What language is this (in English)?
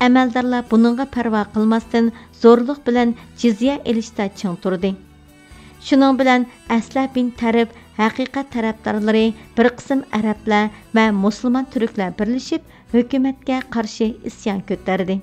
Uyghur